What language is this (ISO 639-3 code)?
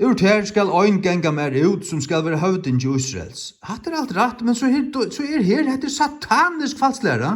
fao